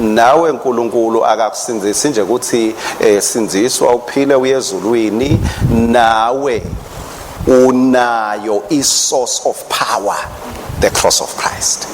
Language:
Swati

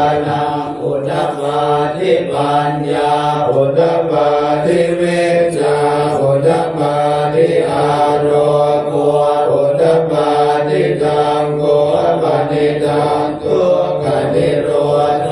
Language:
Pali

